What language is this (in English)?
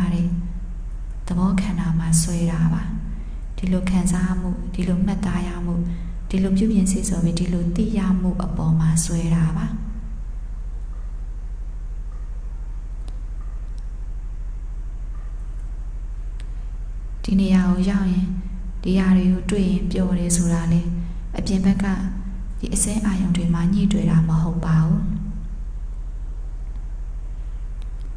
Burmese